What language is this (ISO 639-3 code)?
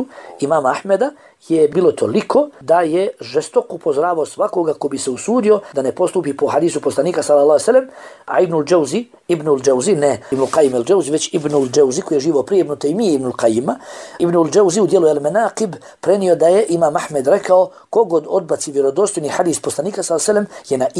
bos